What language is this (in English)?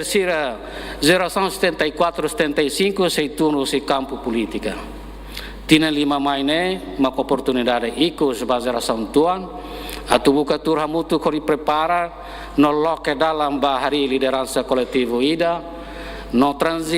Tetum